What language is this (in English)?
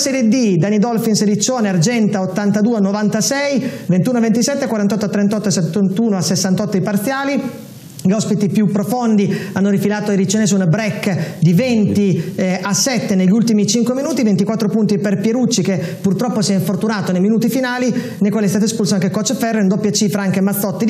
Italian